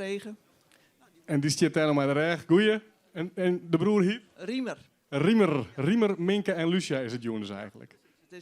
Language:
Western Frisian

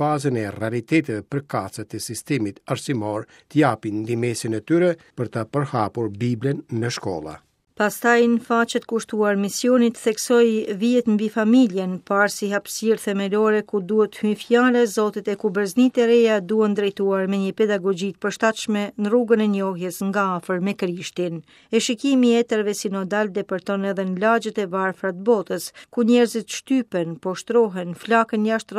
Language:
Albanian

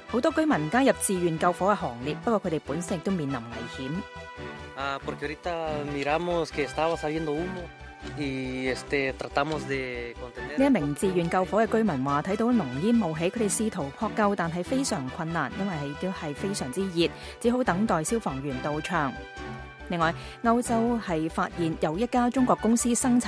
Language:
Cantonese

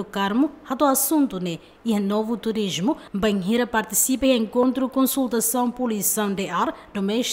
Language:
Tetum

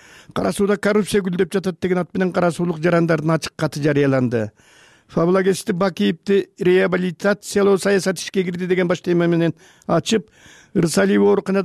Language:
Kyrgyz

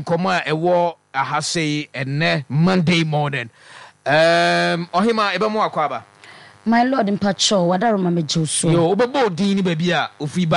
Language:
Akan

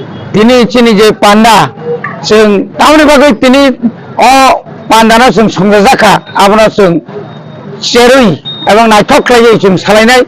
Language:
Kok Borok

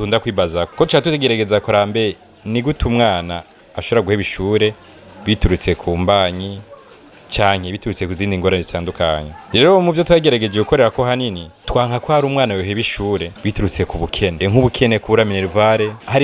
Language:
Rundi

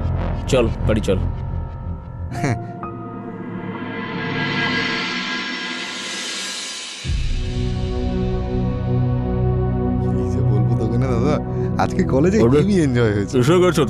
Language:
Bangla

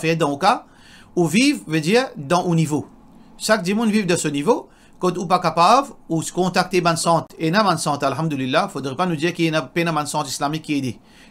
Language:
Morisyen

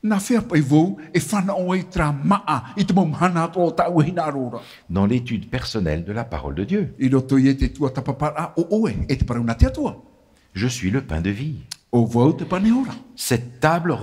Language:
Tahitian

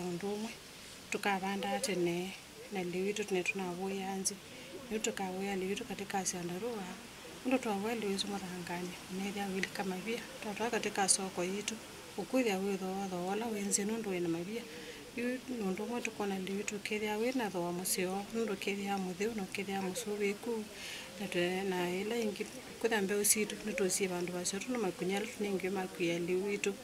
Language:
Kamba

